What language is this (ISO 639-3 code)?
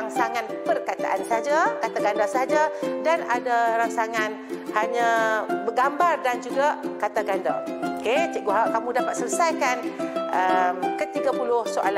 msa